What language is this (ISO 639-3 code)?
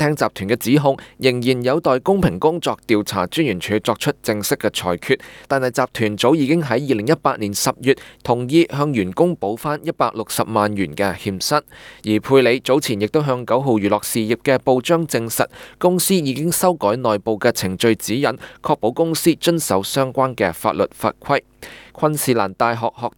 yue